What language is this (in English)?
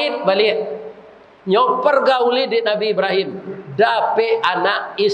Minangkabau